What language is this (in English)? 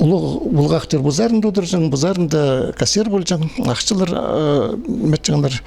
Khakas